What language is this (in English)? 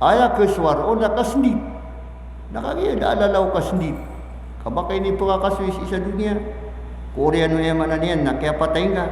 Maranao